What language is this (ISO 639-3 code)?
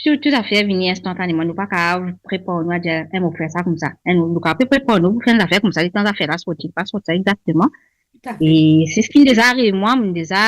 mfe